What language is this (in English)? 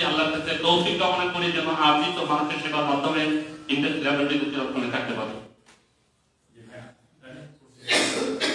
Bangla